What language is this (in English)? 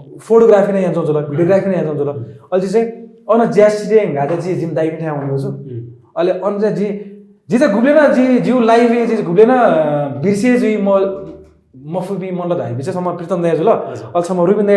Newari